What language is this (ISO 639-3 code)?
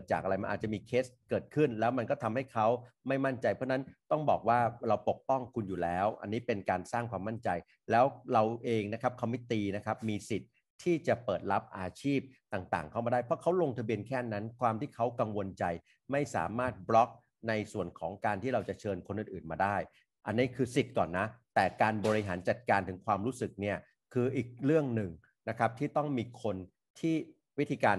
tha